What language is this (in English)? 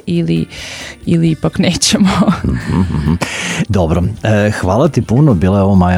Serbian